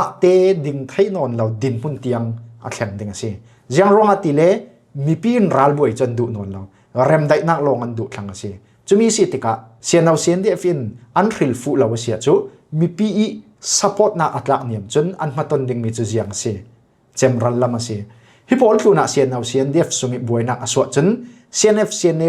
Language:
Falam Chin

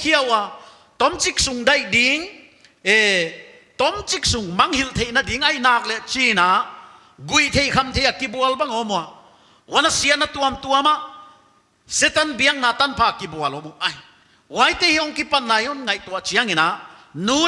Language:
Paite Chin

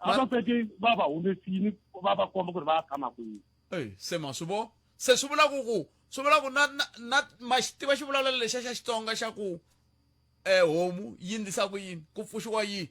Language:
Tsonga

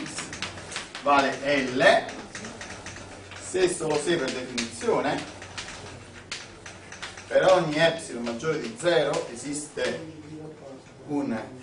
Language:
Italian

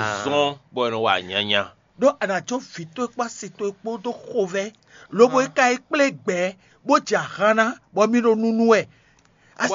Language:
Fon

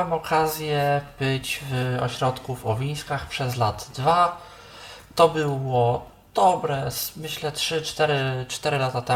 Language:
Polish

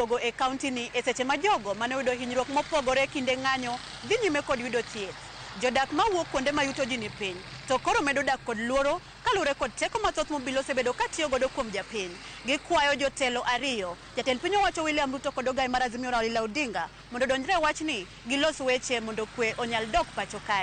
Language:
Luo (Kenya and Tanzania)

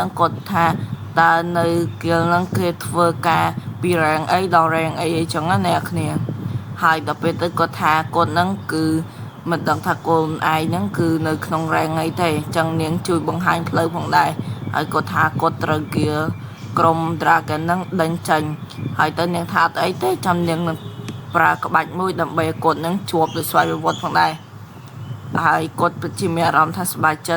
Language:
Khmer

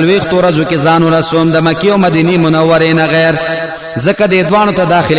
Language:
Pashto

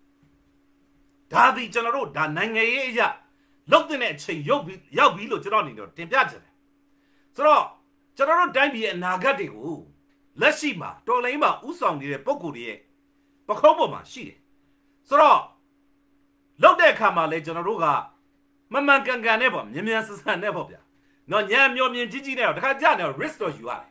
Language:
Burmese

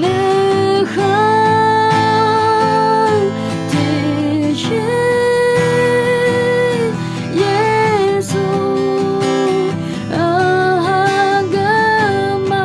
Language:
Akha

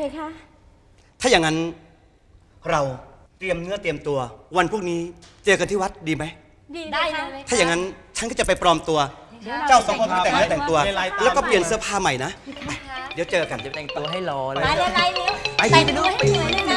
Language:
Thai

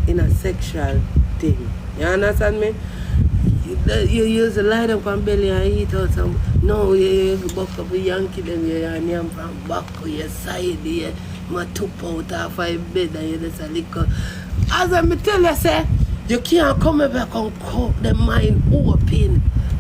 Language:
Jamaican Creole English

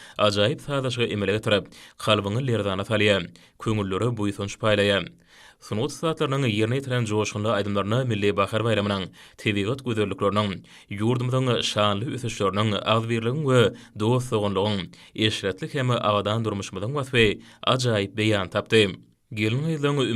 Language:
Turkmen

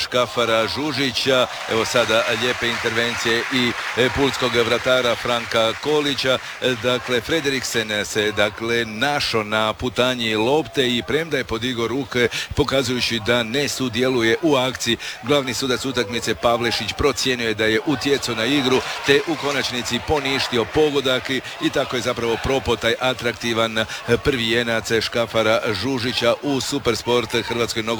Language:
Croatian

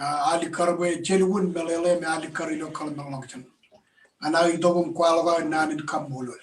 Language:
Marshallese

